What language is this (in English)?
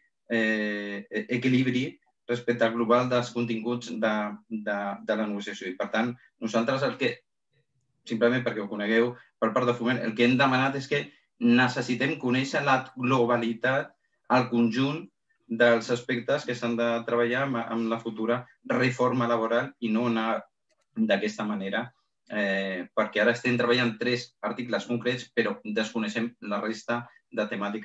Catalan